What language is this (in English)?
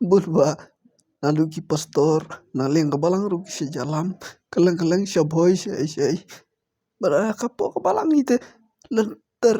Khasi